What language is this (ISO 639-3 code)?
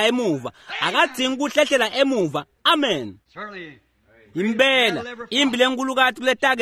ssw